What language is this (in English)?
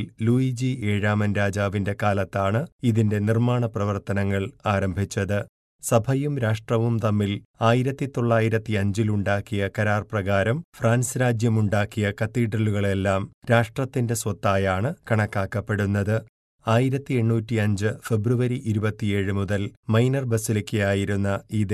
Malayalam